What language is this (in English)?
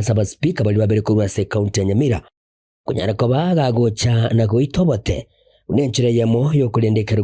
Gusii